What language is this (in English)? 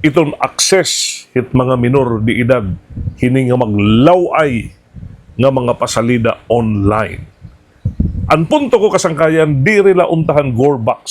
Waray